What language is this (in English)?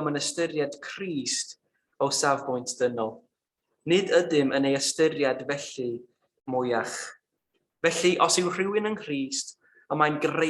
Welsh